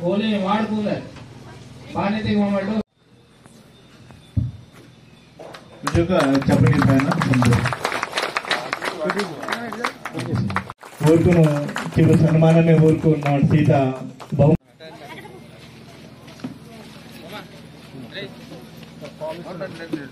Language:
Telugu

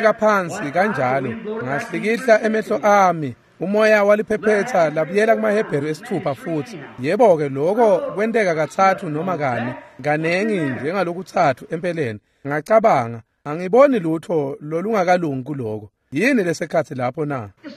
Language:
Swati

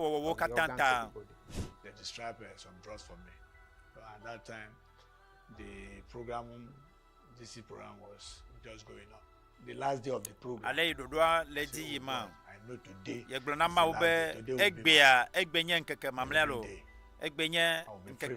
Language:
Ewe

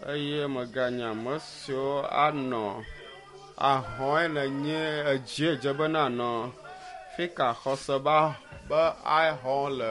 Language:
Ewe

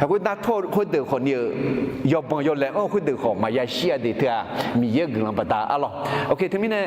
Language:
Akha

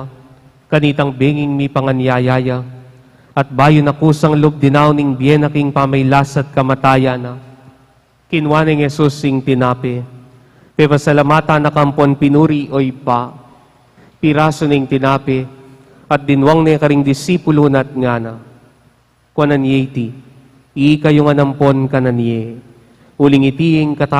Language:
Pampanga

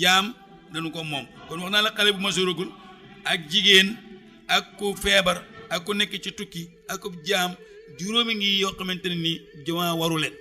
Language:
Wolof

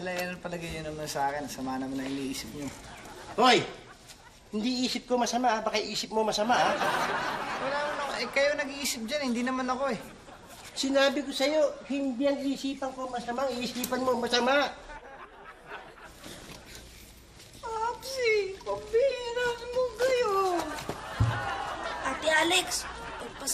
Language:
Filipino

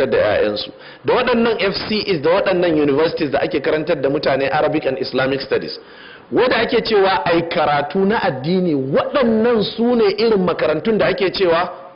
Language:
Hausa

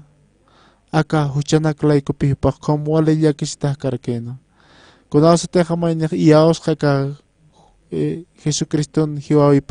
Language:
Aymara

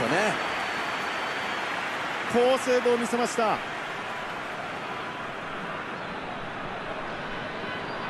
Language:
Japanese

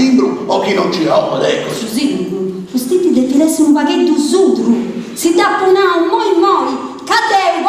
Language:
Sardinian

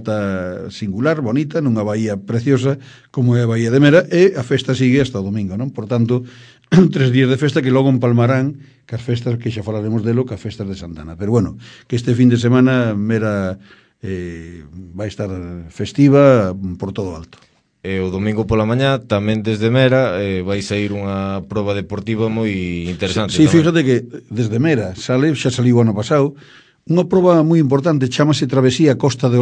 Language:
Galician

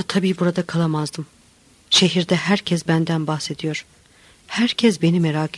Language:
Turkish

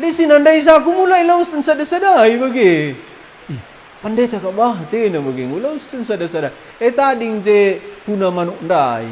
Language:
Batak Karo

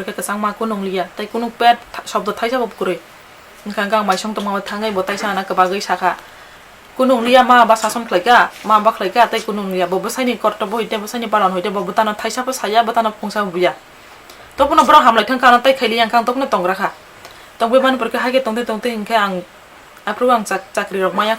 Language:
Kok Borok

